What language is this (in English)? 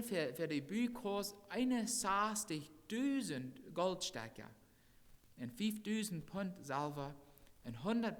Plautdietsch